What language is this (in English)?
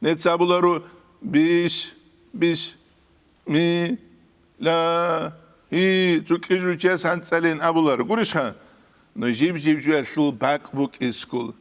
Avaric